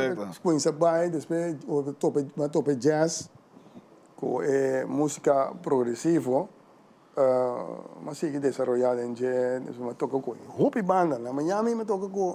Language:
Papiamento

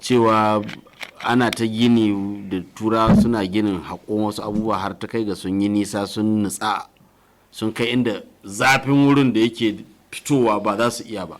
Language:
Hausa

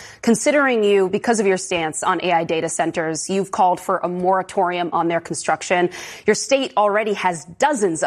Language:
English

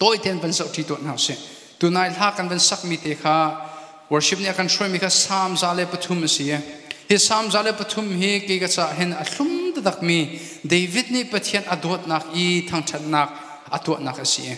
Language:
Hakha Chin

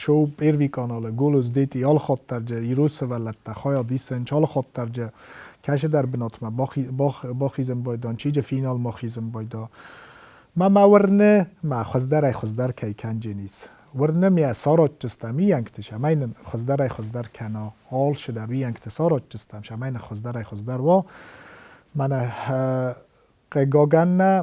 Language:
Ossetic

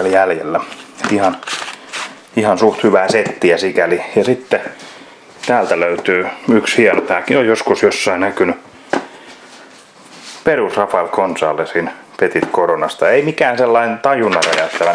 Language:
Finnish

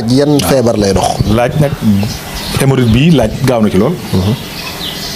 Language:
Wolof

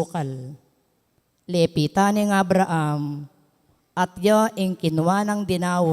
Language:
Pampanga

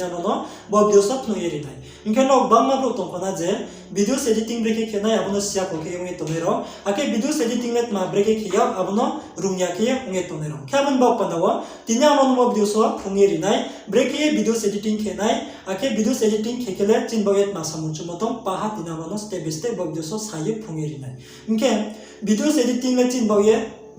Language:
Riang (India)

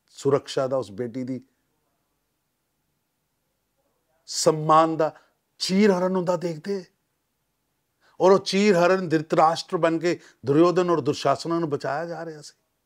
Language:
Punjabi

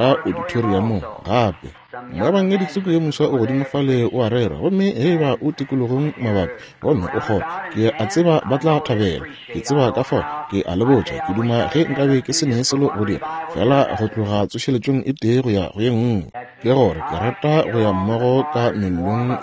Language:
Northern Sotho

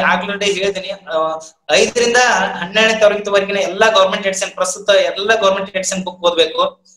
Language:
Kannada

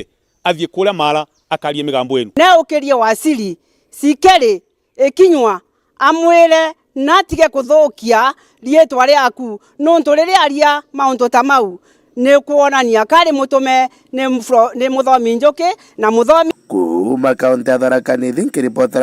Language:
Meru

